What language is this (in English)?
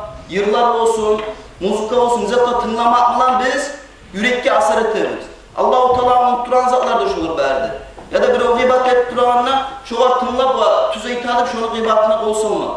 Kumyk